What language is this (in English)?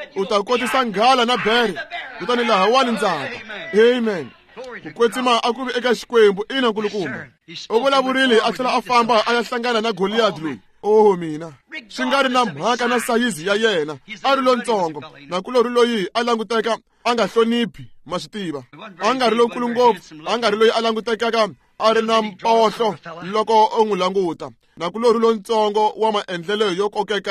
Tsonga